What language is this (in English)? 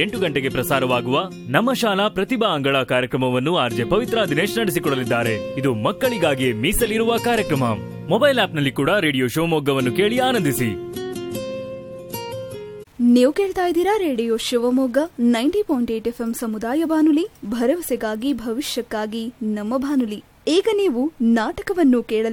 Kannada